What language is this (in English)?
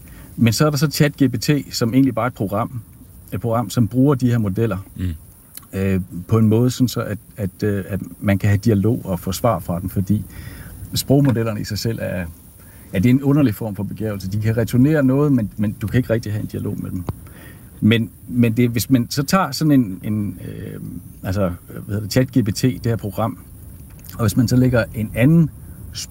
Danish